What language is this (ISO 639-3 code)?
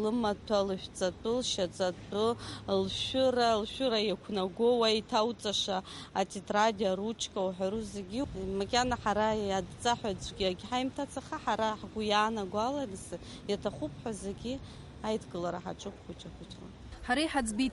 abk